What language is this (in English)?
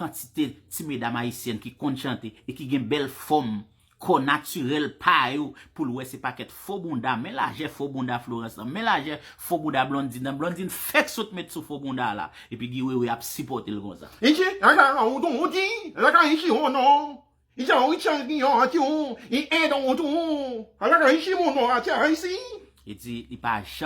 Haitian Creole